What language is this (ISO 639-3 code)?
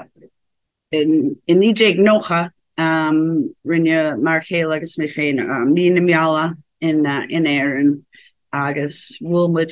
gle